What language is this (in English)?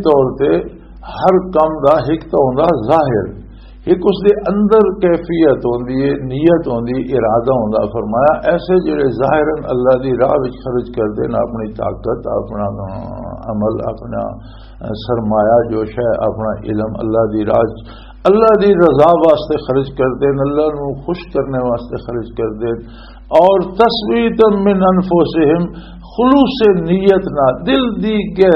Western Panjabi